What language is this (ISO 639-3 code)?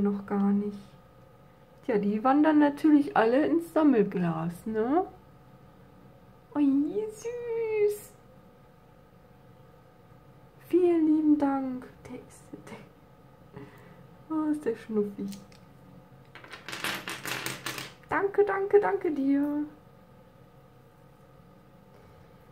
deu